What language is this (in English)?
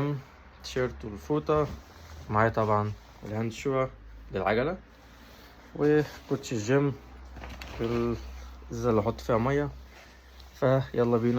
Egyptian Arabic